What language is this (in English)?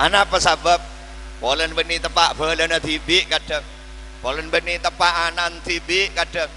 Madurese